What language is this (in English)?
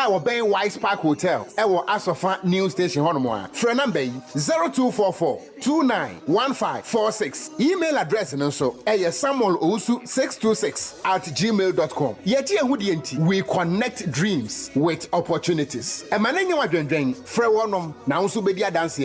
Akan